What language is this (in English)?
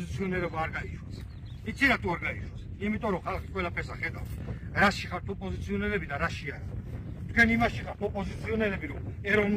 Georgian